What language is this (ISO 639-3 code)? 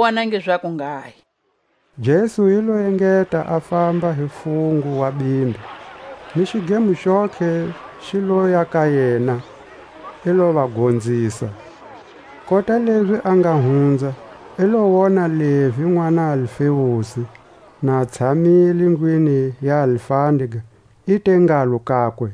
tsc